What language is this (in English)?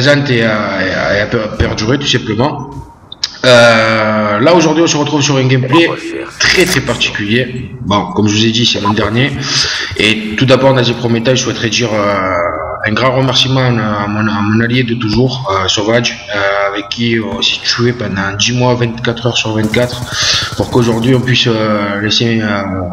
French